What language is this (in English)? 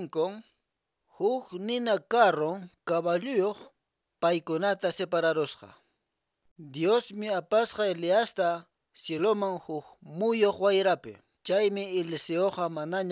Quechua